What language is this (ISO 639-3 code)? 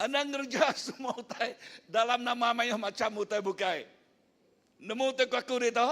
iba